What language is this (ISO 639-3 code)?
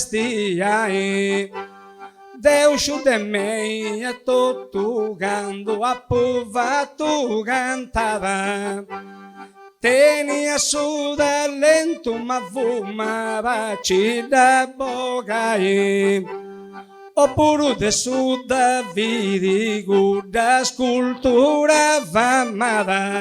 srd